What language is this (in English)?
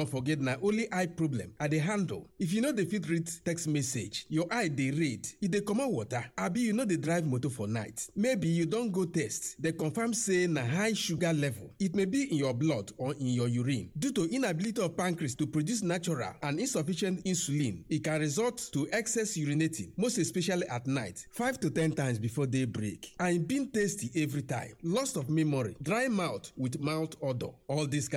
Nigerian Pidgin